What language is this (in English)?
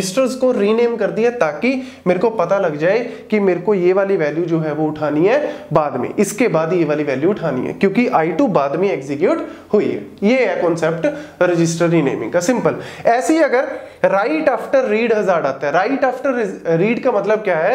Hindi